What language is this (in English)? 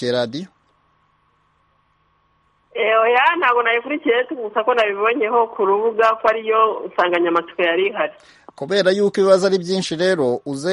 Kinyarwanda